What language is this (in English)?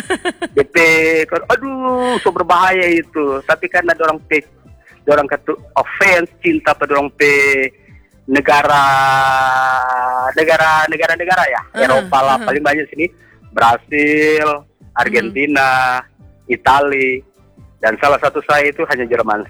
Indonesian